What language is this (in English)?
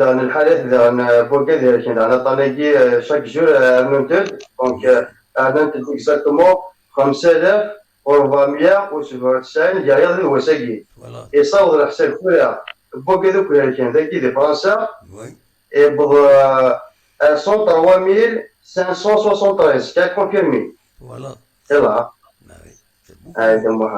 Kabyle